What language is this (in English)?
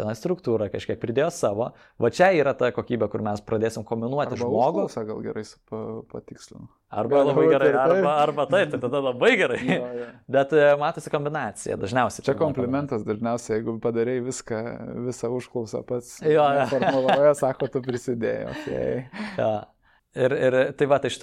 Lithuanian